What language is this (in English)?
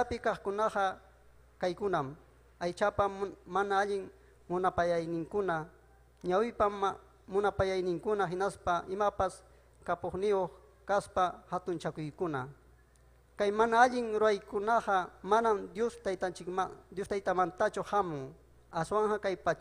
Ayacucho Quechua